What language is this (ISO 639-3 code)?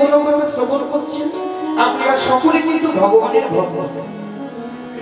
ben